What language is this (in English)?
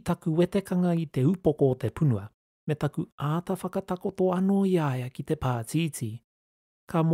Māori